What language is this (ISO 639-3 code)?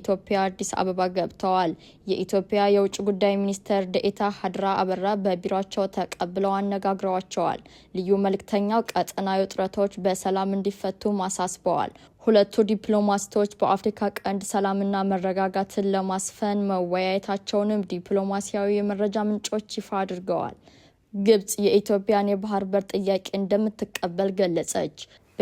amh